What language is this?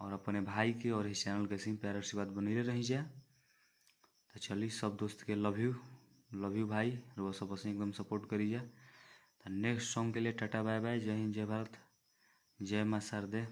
Bhojpuri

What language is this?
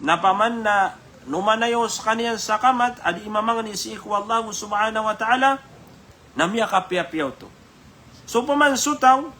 Maranao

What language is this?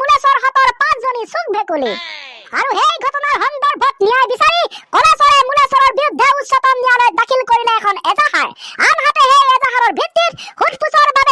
Assamese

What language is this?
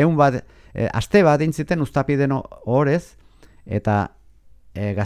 Basque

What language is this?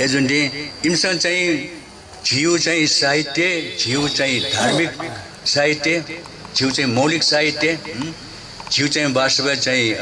Newari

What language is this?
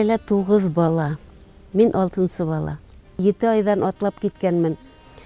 Bashkir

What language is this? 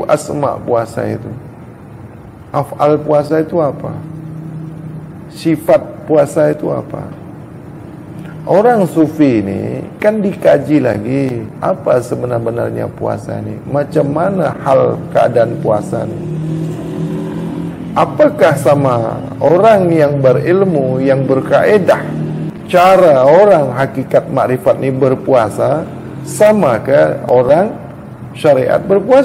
Malay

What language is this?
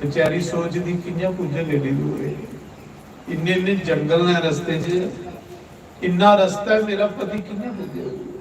Dogri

